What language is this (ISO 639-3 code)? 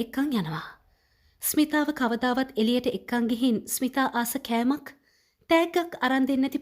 sin